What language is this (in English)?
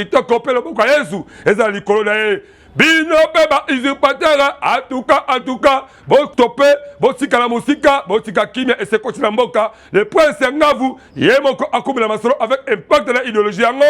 Lingala